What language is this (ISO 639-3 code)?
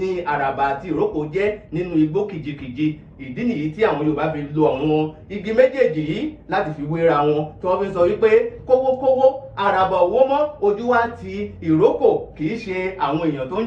yor